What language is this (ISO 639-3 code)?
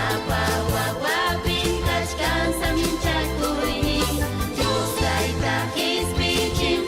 quy